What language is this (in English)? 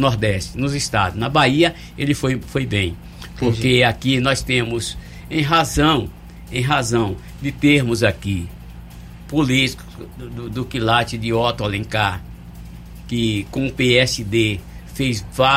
Portuguese